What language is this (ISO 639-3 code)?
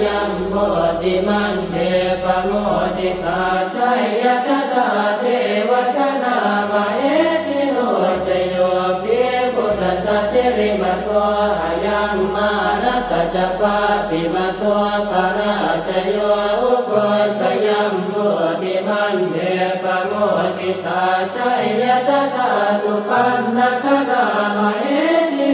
pli